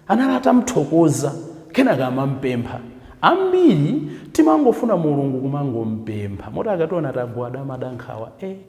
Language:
Nyanja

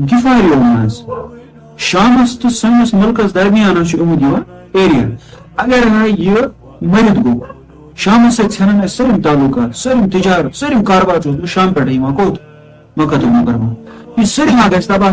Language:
Kashmiri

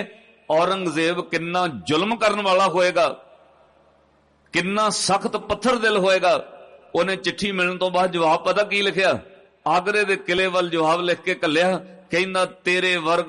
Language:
Punjabi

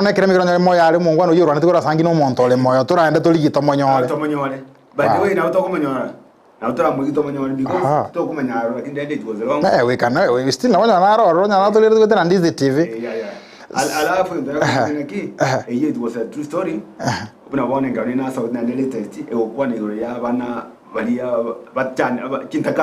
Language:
Gusii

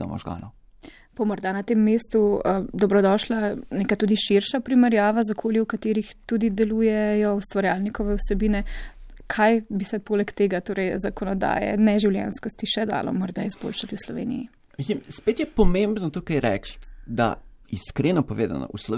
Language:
Slovenian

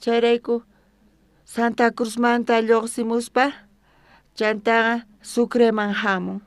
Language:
South Bolivian Quechua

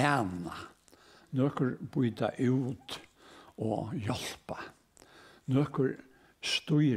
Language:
Faroese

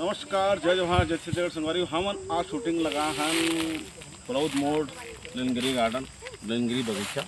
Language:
Chhattisgarhi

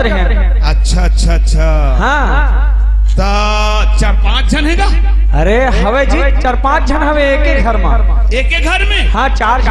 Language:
Chhattisgarhi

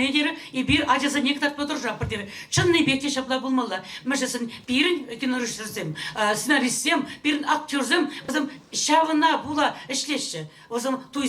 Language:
Chuvash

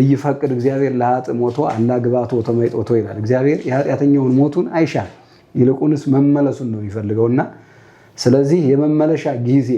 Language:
Amharic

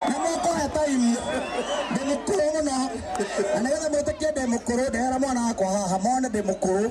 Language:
Kikuyu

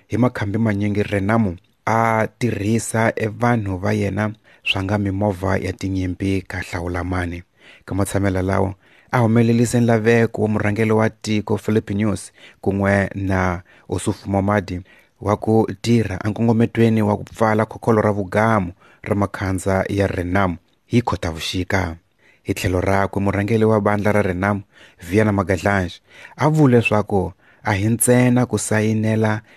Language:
Tsonga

